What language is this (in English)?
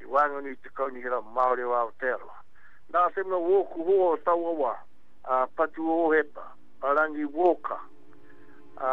Māori